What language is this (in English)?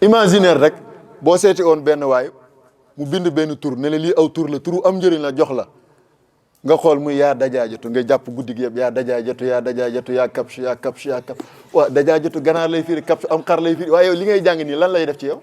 Wolof